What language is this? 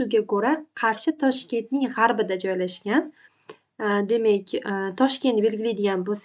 Uzbek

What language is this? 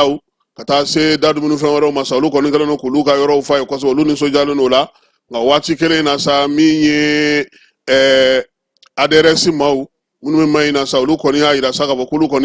Bambara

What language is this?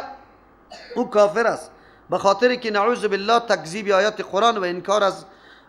Persian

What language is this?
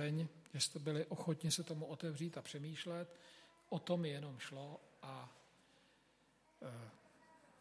Czech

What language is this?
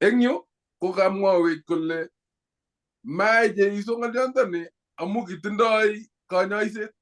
Kalenjin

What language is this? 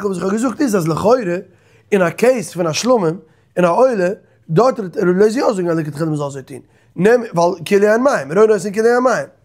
Yiddish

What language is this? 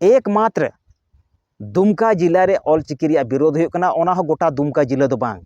Santali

